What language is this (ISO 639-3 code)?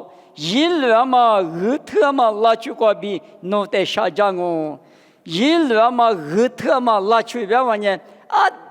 lis